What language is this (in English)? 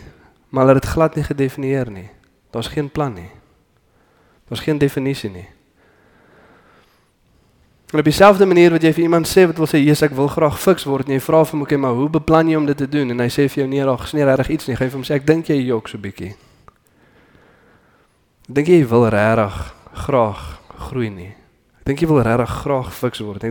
Afrikaans